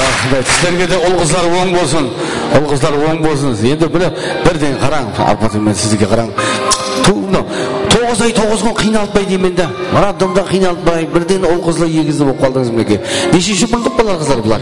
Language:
Kara-Kalpak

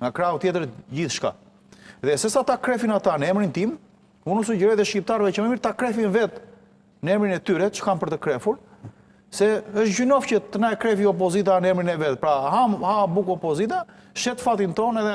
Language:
Albanian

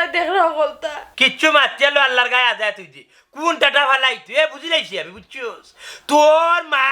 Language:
Sylheti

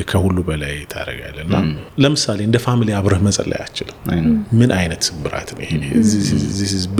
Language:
Amharic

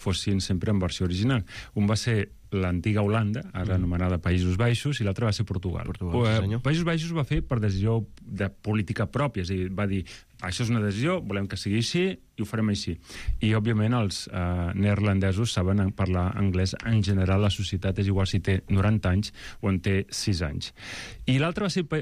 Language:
Catalan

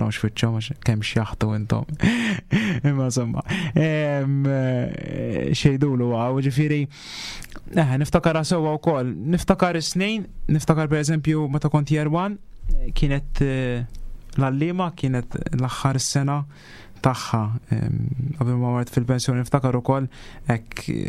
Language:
Maltese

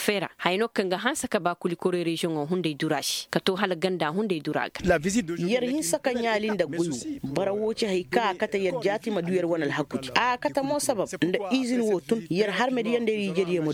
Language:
Koyraboro Senni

